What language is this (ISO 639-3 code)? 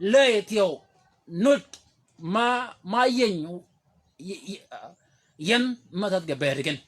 shk